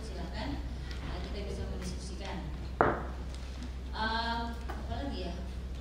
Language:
Indonesian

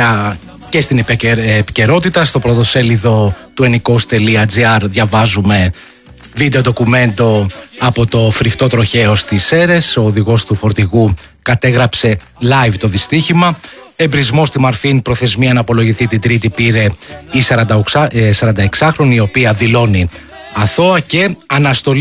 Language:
Greek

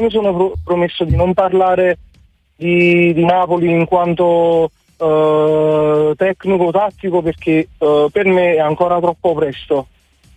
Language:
Italian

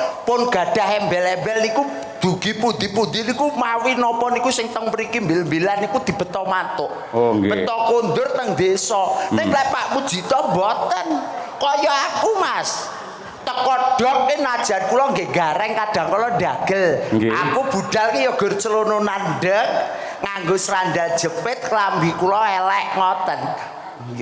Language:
Javanese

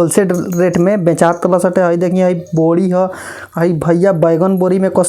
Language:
Bhojpuri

